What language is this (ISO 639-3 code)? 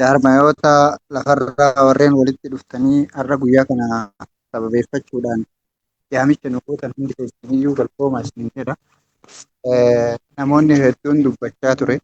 orm